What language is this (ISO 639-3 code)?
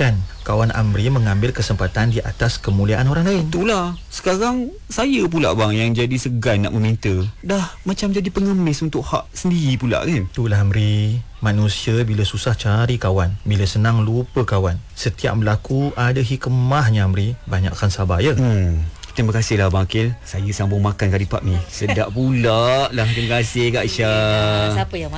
msa